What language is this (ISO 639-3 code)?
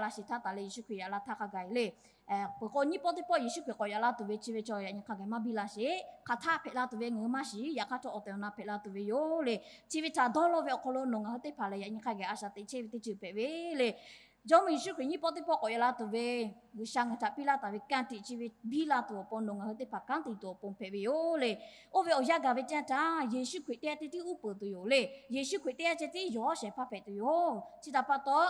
lhu